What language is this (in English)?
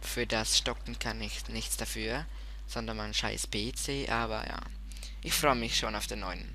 Swiss German